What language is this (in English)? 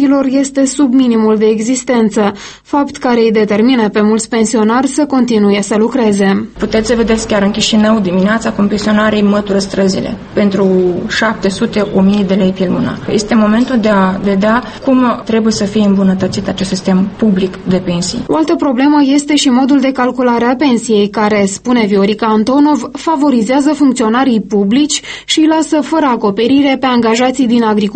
Romanian